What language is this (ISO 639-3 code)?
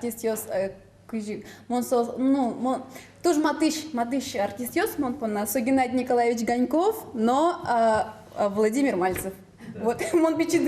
udm